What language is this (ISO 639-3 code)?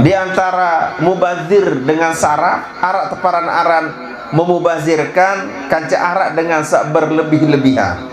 sas